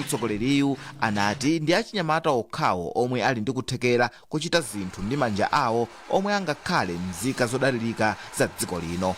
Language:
Nyanja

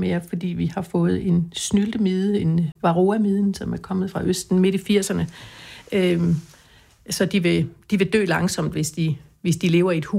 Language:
Danish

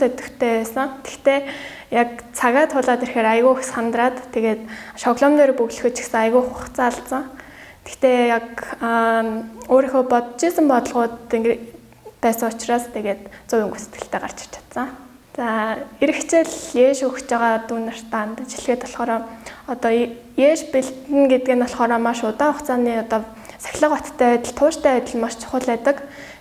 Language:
Mongolian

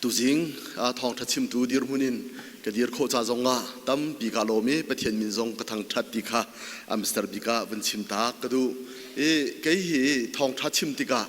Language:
Hakha Chin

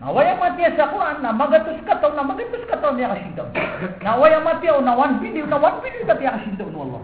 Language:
Maranao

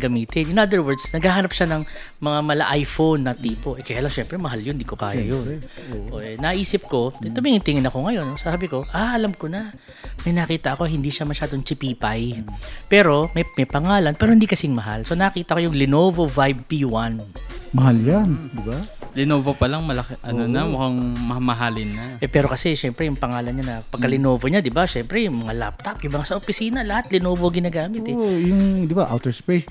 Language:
Filipino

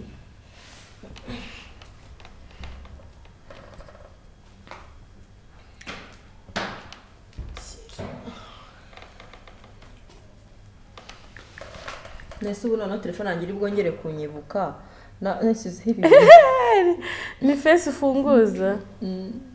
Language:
Kinyarwanda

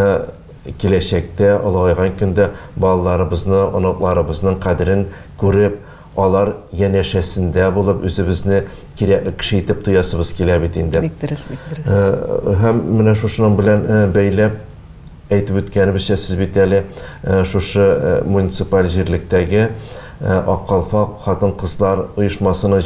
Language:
Tatar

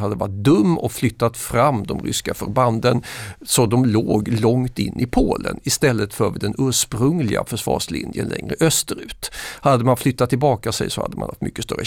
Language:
Swedish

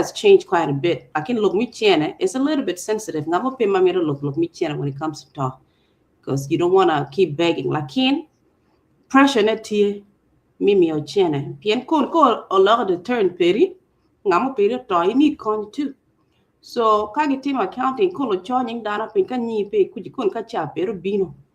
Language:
Acoli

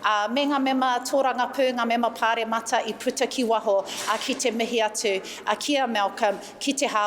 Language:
Māori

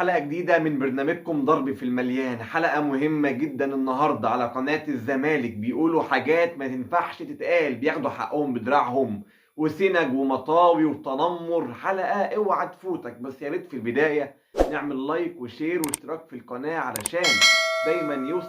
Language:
Egyptian Arabic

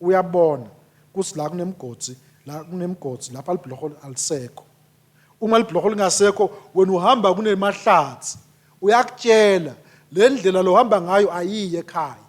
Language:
Swati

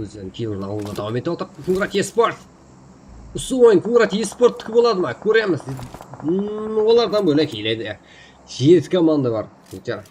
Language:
Kara-Kalpak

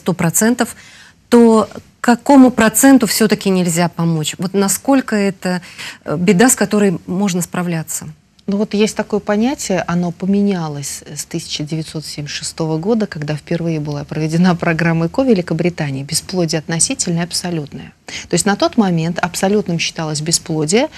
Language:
Russian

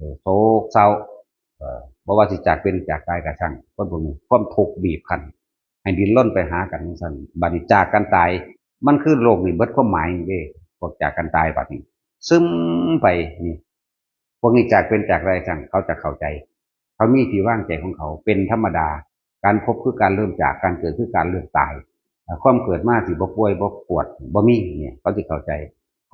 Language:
Northeastern Thai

